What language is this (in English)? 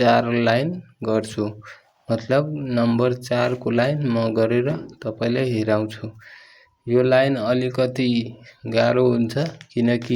Nepali